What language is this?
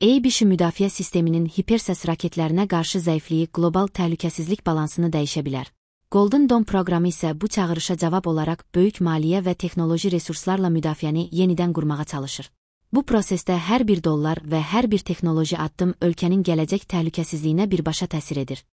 Azerbaijani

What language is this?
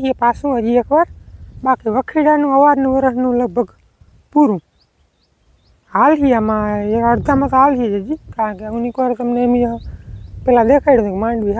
Gujarati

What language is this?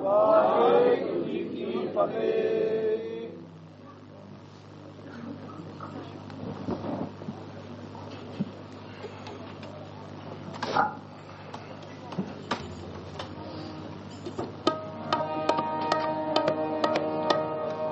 Punjabi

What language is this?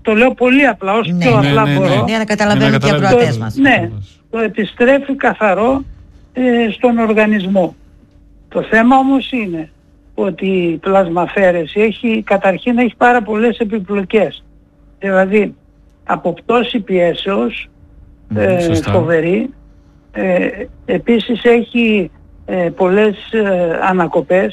Greek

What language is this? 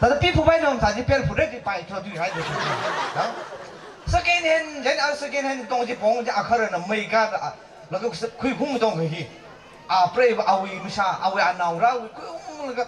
Tangkhul Naga (India)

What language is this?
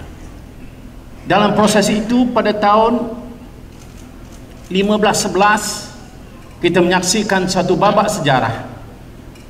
Malay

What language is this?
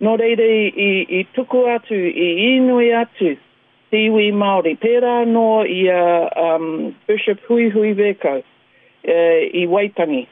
Māori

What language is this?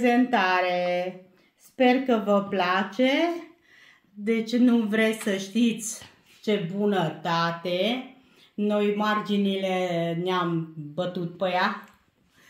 Romanian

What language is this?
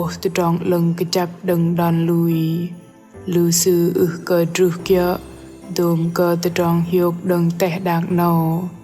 Bahnar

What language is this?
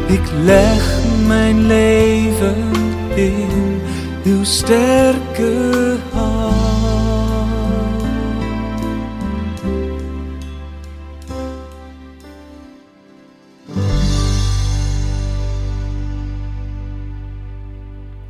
Dutch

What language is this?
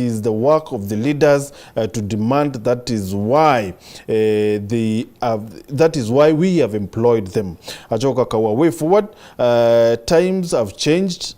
Meru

